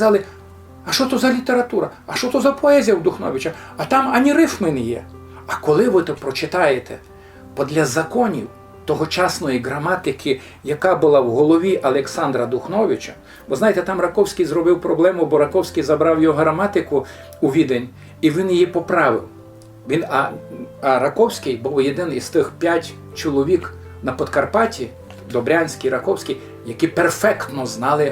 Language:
Rusyn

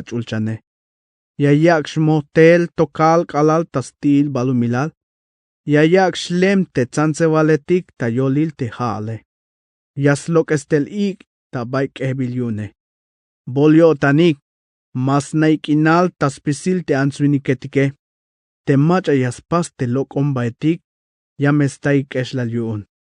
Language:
Tzeltal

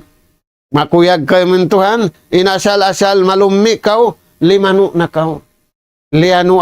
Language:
Tausug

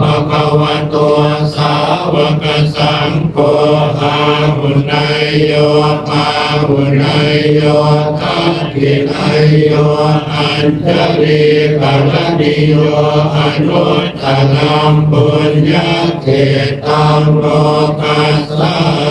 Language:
Pali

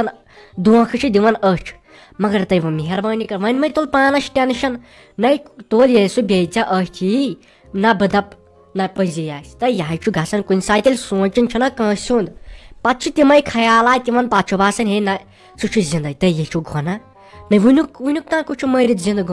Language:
Kashmiri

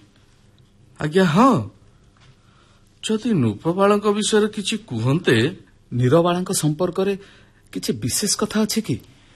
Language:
Odia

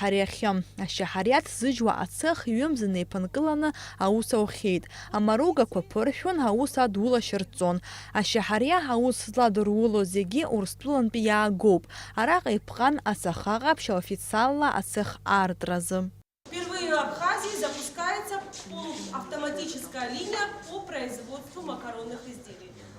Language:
Abkhazian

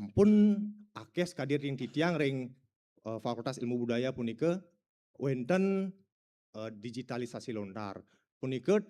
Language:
Balinese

